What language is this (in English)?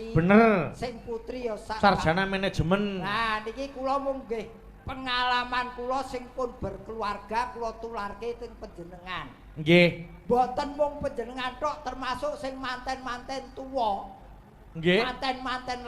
Javanese